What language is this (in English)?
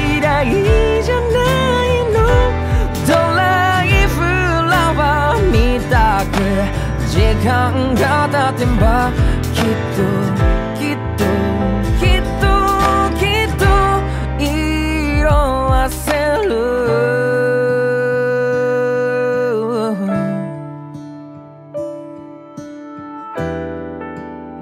Japanese